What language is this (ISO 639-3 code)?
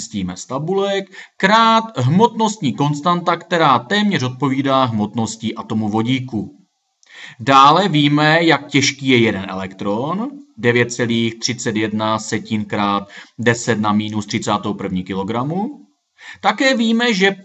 ces